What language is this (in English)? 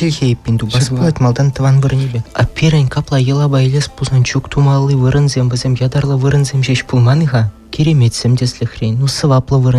Chuvash